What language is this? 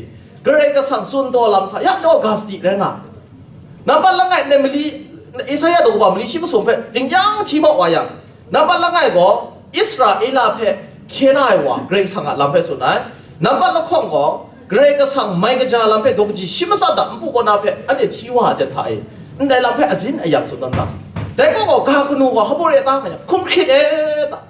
Kachin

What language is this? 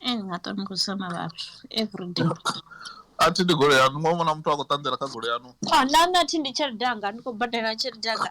Venda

